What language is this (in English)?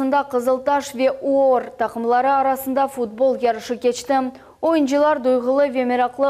Crimean Tatar